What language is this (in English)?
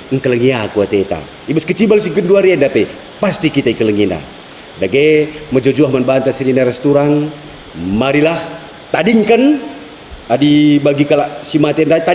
Batak Karo